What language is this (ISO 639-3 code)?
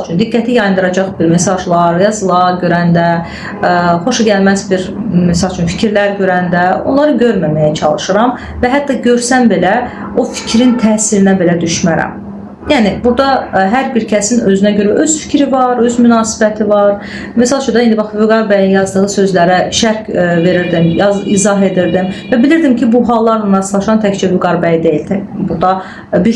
aze